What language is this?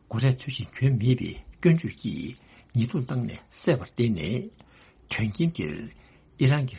Tibetan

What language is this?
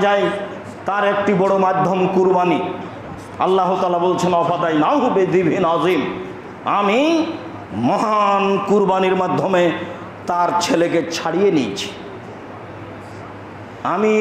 Bangla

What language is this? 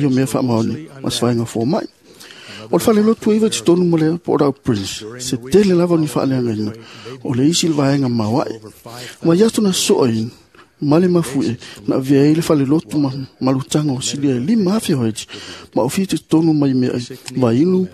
Samoan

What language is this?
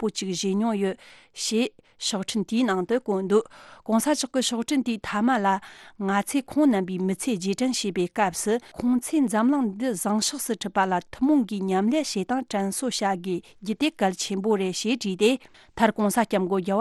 Tibetan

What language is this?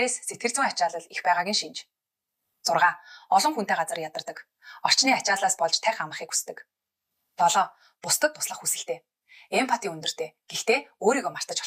Mongolian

